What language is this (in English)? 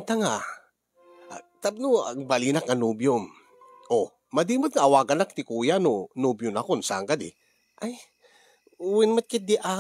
Iloko